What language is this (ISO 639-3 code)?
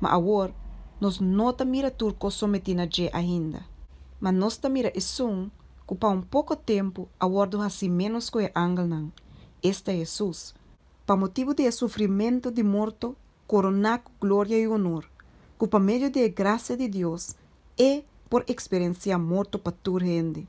pap